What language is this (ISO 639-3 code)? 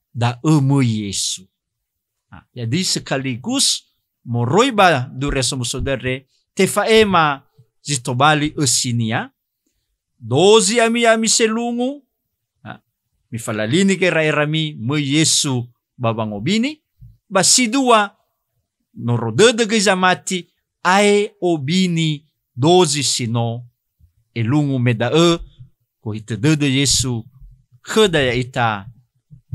nia